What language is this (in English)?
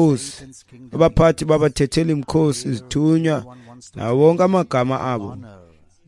Xhosa